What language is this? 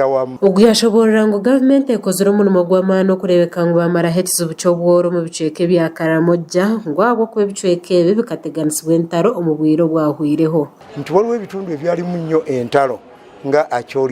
Nyankole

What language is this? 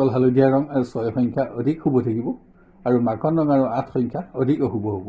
Assamese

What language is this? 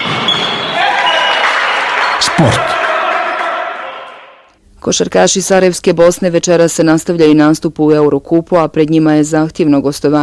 Bosnian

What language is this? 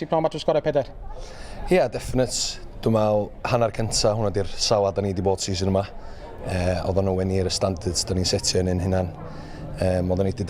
Welsh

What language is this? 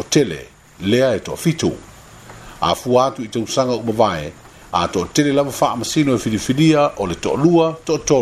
Samoan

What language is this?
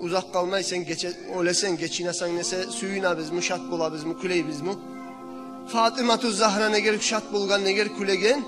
Kumyk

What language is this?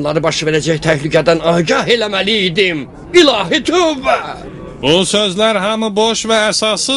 Azerbaijani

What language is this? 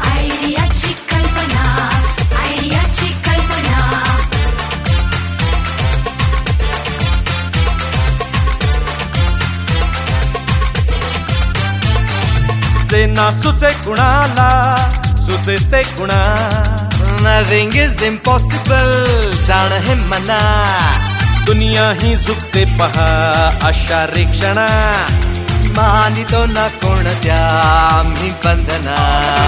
Marathi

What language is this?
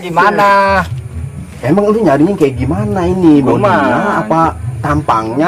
Betawi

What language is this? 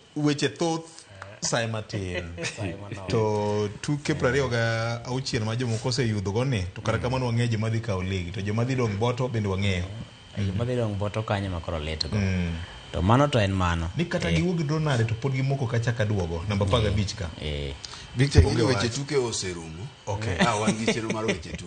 Luo (Kenya and Tanzania)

